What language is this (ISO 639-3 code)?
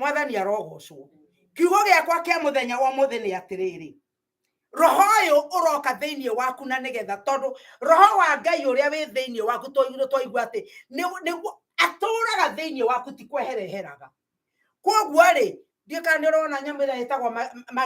kik